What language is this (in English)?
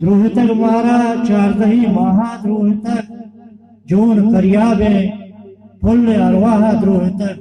Baluchi